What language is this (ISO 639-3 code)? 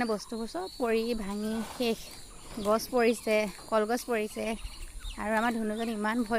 asm